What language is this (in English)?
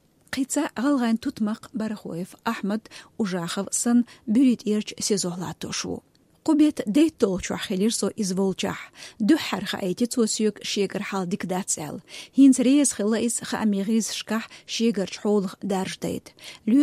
Chechen